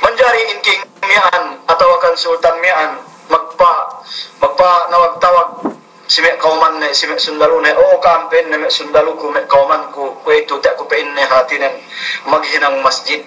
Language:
Yakan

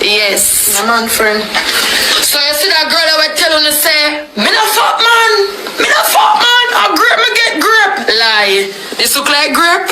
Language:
Jamaican Creole English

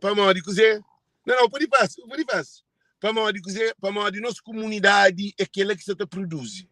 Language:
Kabuverdianu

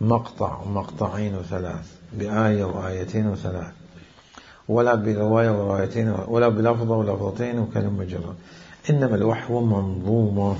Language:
Mesopotamian Arabic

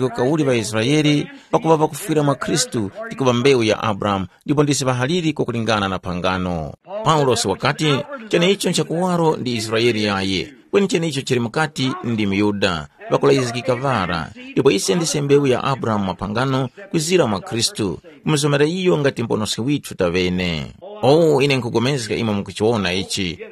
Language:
Tumbuka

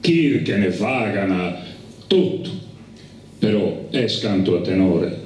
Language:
Sardinian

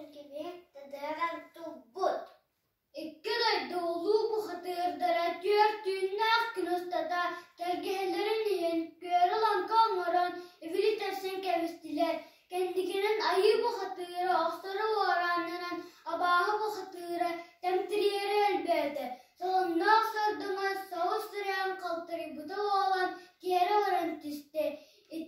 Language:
Yakut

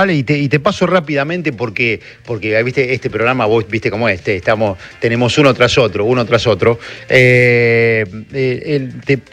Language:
Spanish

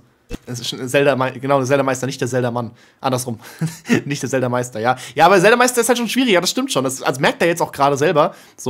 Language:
German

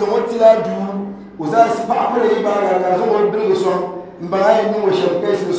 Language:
Dagbani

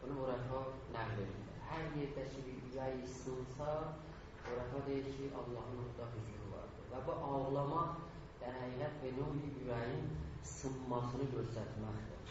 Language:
South Azerbaijani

